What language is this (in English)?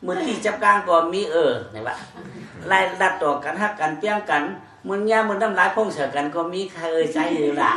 Shan